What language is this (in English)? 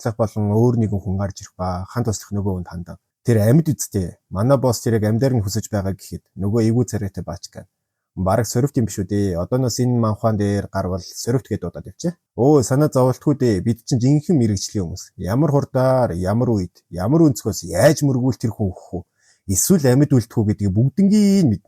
Mongolian